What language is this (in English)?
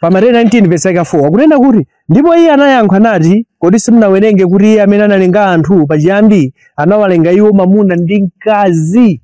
Nyanja